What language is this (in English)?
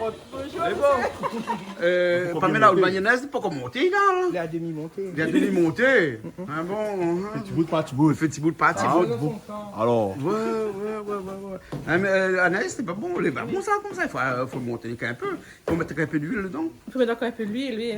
Réunion Creole French